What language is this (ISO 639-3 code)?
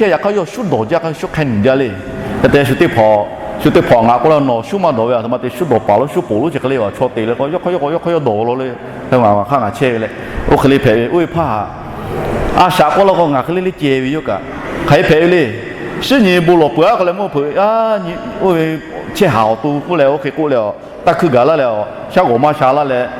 lhu